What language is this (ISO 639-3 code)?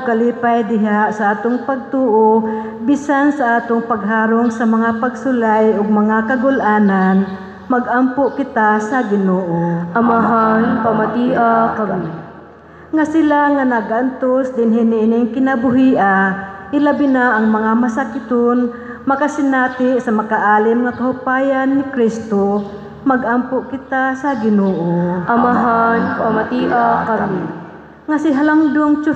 ceb